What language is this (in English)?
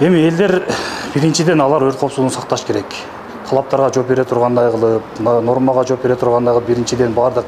Kyrgyz